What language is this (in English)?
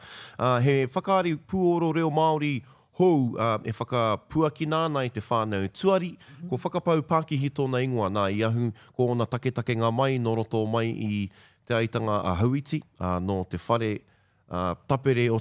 Māori